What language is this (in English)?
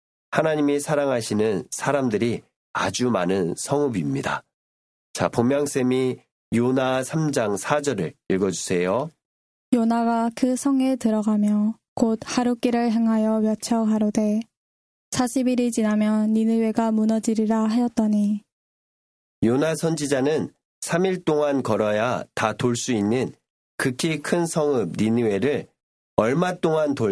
Korean